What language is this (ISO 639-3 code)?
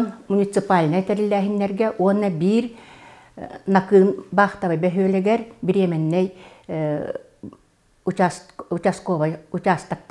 sah